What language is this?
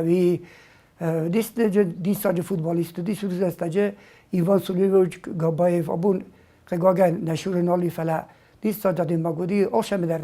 Ossetic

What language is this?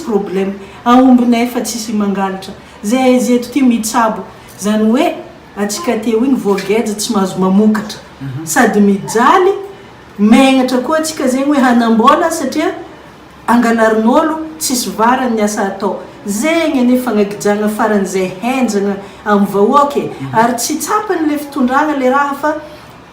Malagasy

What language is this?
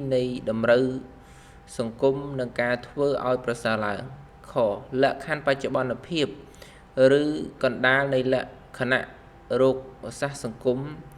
Khmer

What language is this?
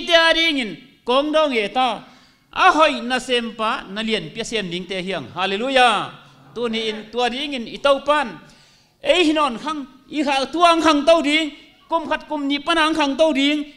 Tedim Chin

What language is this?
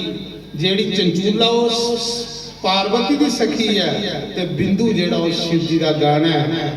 Dogri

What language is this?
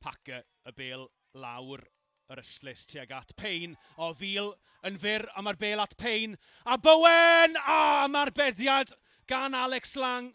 Welsh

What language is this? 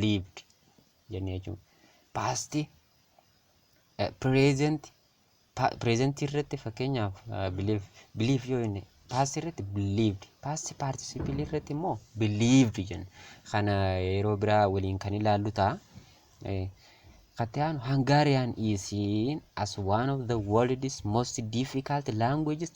Oromo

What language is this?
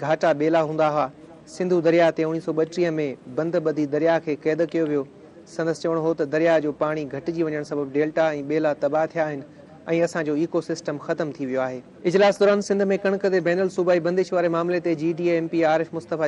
Sindhi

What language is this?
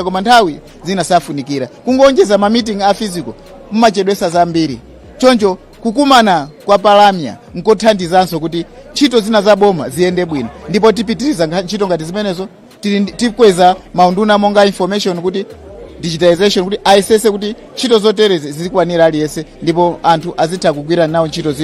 Nyanja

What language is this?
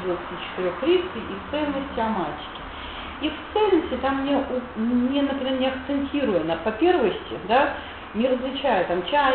Russian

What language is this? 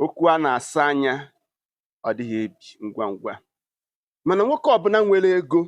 Igbo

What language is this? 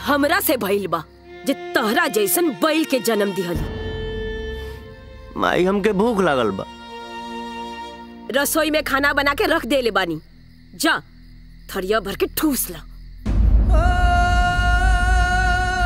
Bhojpuri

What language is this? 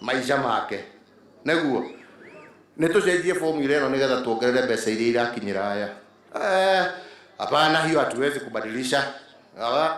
Kikuyu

